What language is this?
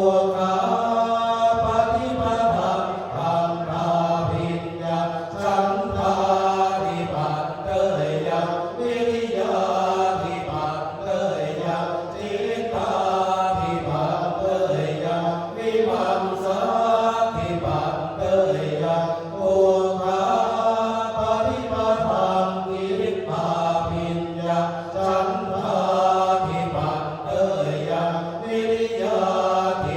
Pali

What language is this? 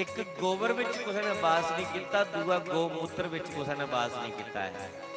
Dogri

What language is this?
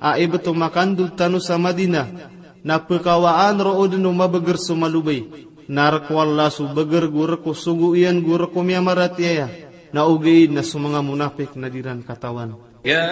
Maranao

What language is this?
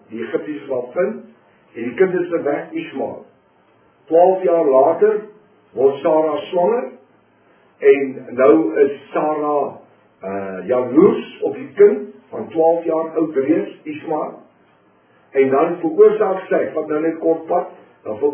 Afrikaans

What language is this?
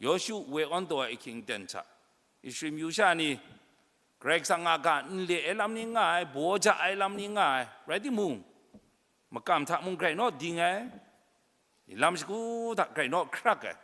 Kachin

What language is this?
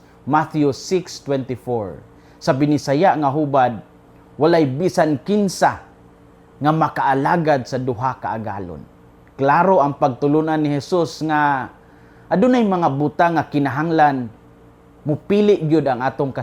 Cebuano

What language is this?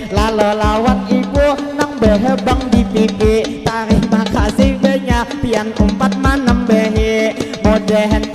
Banjar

